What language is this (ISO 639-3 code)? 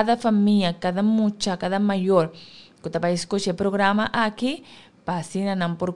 pap